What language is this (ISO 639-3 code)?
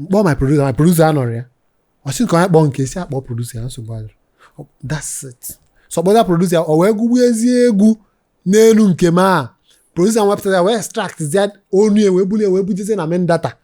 ibo